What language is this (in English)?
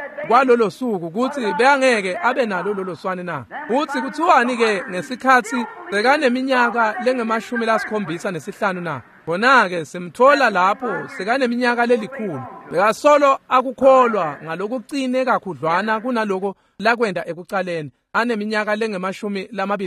Swati